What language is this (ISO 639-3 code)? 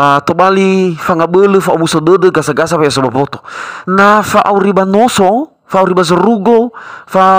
nia